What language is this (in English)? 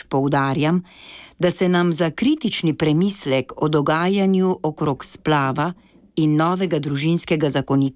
Slovenian